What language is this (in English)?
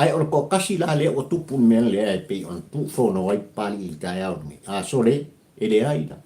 Samoan